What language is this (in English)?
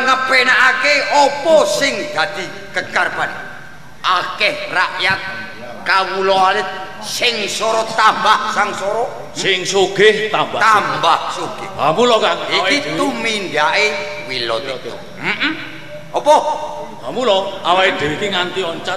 Javanese